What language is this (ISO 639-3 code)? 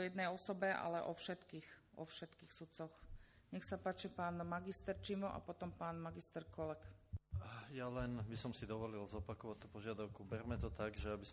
slk